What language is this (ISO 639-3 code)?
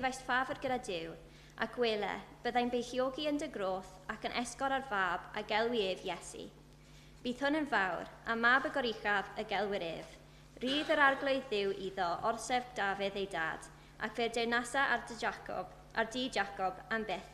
cym